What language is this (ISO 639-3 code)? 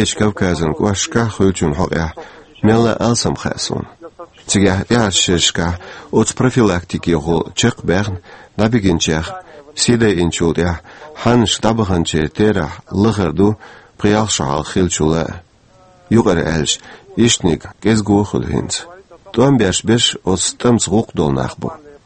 che